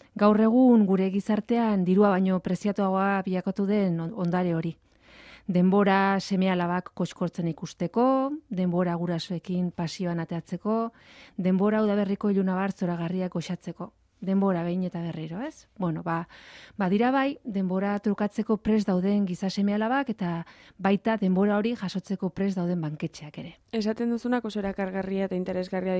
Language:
Basque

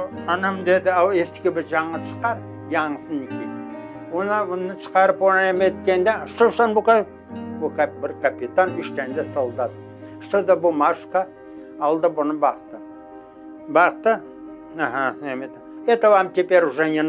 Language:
Crimean Tatar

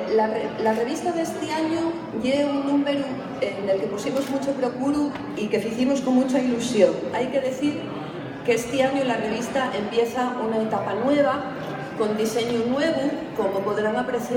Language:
Asturian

